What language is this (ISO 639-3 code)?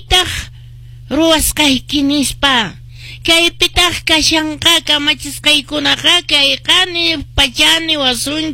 que